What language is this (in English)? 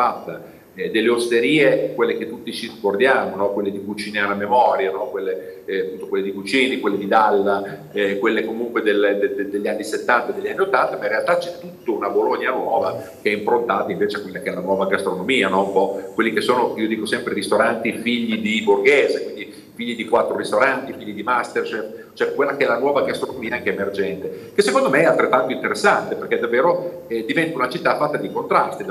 Italian